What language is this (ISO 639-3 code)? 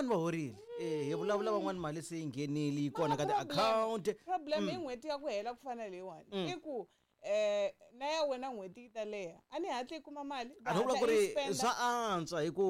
tso